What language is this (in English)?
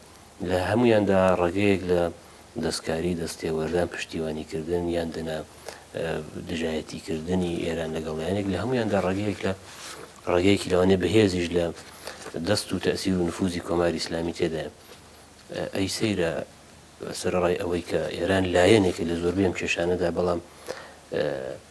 Central Kurdish